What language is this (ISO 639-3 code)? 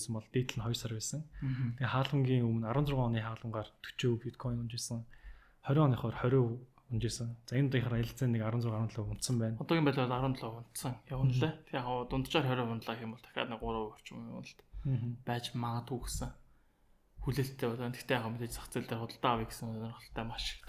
mon